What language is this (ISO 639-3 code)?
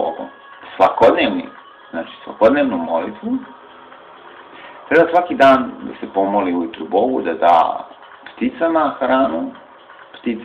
srp